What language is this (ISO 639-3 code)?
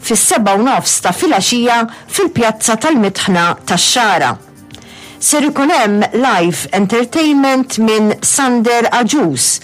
mlt